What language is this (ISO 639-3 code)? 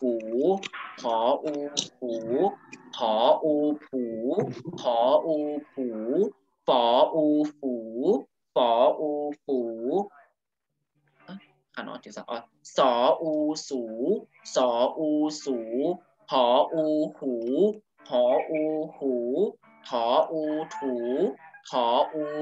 tha